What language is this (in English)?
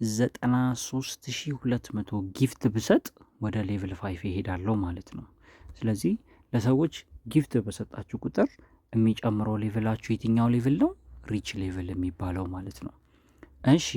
Amharic